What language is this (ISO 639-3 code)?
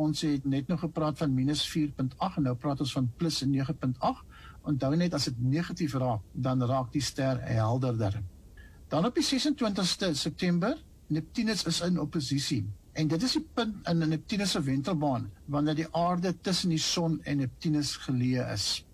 afr